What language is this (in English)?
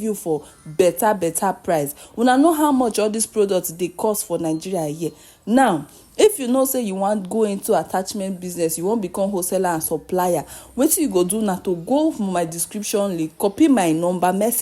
Nigerian Pidgin